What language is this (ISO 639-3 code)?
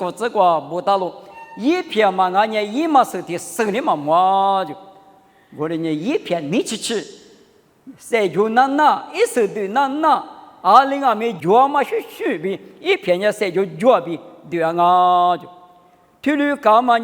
lis